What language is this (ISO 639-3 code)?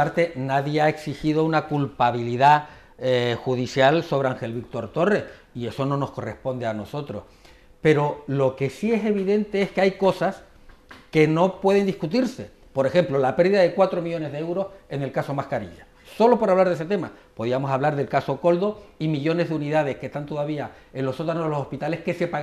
spa